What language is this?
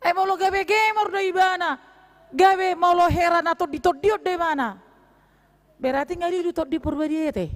Batak Toba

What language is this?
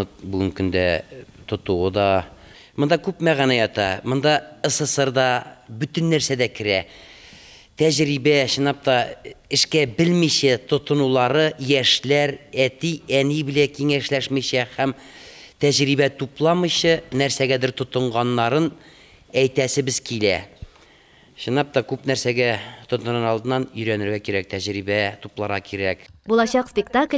Tatar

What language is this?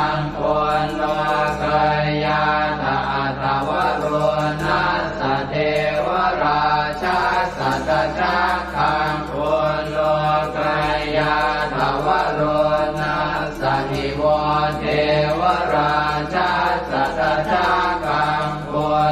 Pali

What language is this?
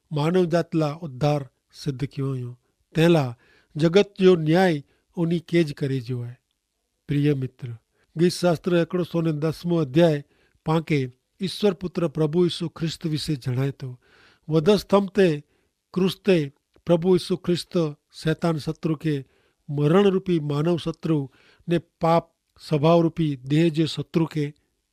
Kachhi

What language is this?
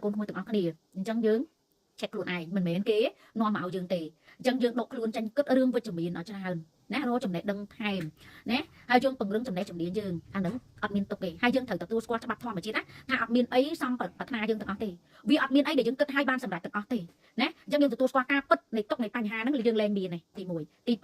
Khmer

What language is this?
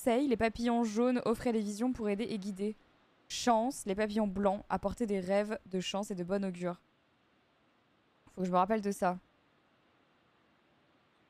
French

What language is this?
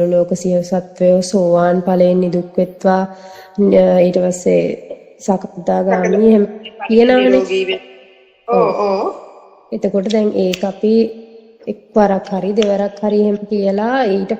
Sinhala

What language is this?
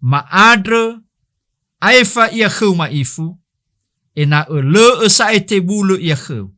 Nias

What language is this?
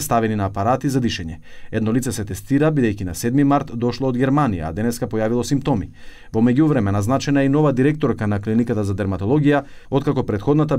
Macedonian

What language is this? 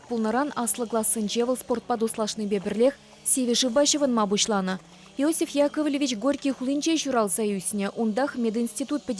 Chuvash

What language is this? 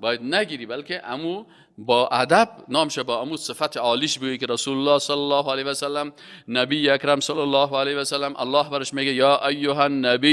Persian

